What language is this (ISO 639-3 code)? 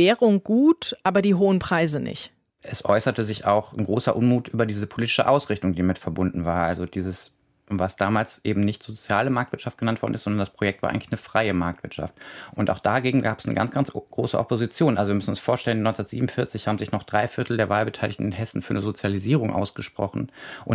deu